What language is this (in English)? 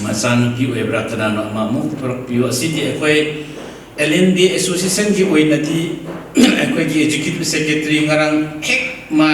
Manipuri